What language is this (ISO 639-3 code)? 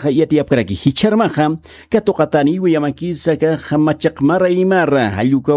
aym